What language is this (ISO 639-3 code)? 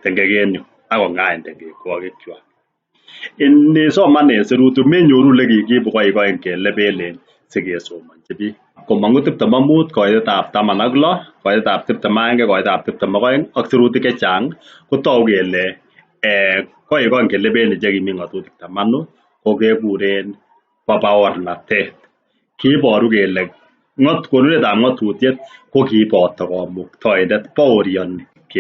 kln